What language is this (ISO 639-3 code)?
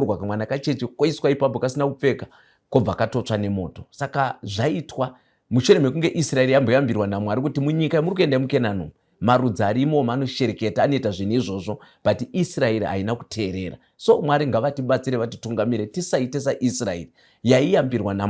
sna